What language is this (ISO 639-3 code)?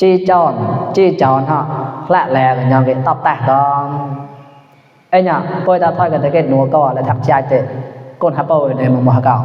mnw